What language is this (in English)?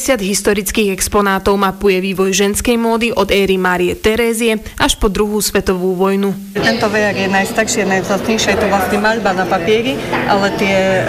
Slovak